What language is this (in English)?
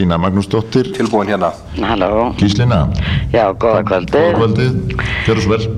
Icelandic